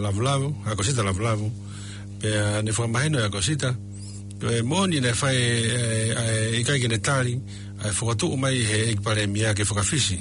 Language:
Tongan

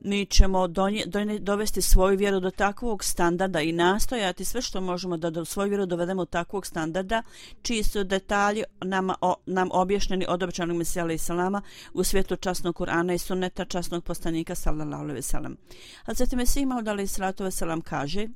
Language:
Bosnian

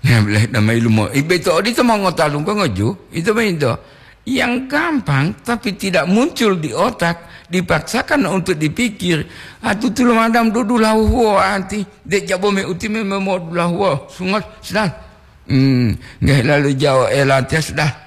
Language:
Gorontalo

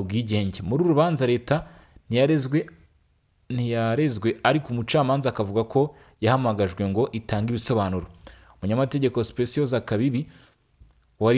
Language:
Kinyarwanda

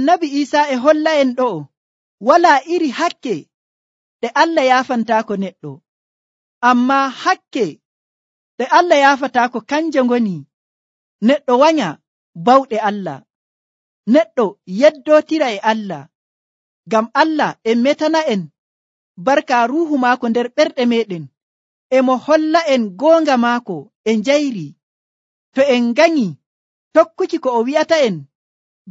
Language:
Nigerian Fulfulde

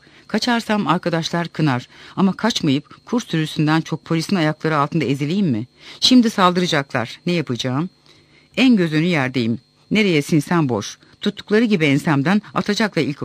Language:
Turkish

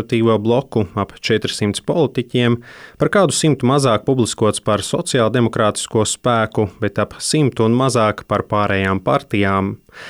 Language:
Latvian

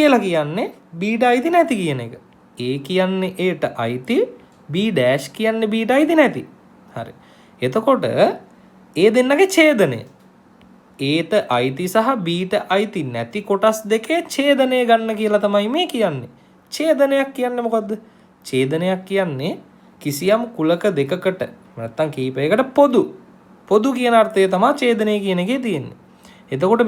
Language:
Sinhala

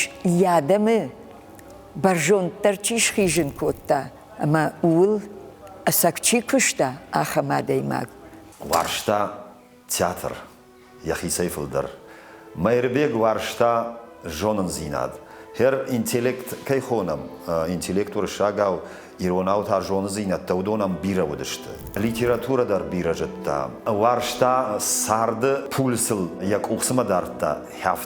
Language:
Ossetic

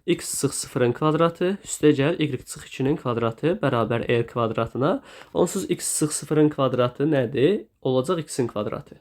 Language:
Azerbaijani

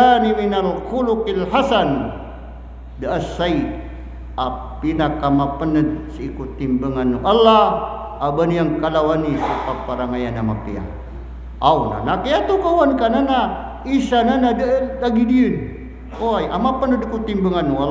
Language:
Maranao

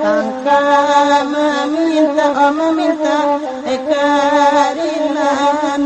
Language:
Minangkabau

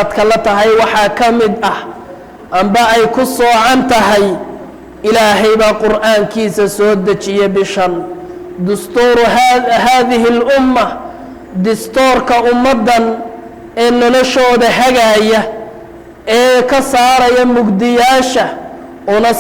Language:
Somali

